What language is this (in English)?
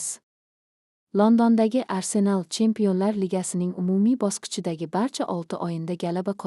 Uzbek